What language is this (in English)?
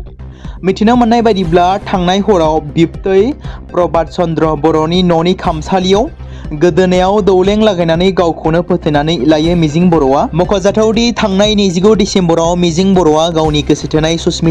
Bodo